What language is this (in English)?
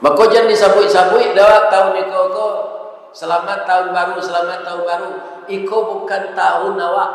Minangkabau